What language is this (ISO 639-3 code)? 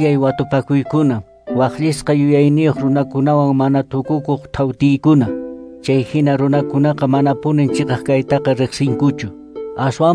que